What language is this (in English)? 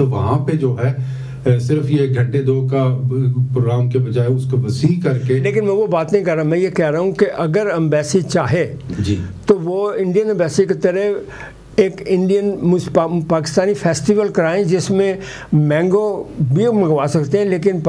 Urdu